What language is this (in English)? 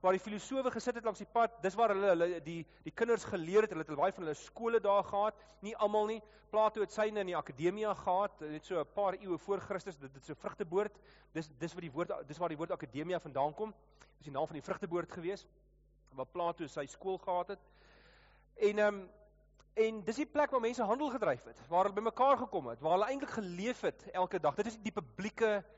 Afrikaans